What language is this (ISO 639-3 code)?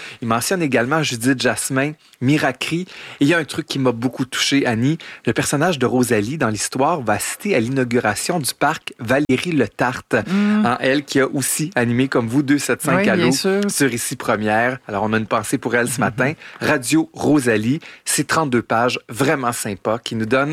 fra